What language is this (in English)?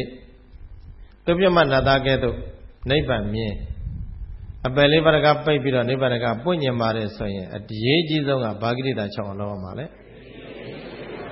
Burmese